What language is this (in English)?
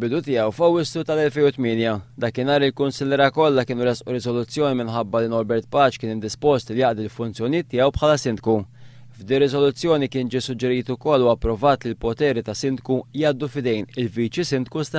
Maltese